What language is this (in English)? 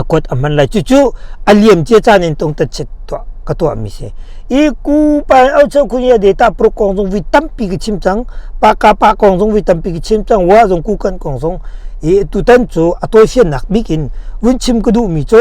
Hakha Chin